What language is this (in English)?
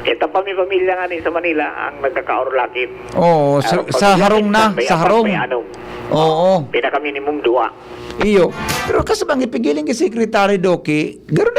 Bikol